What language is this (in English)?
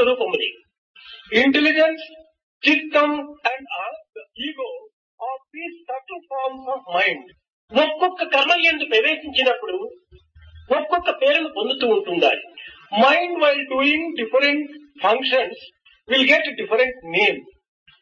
Telugu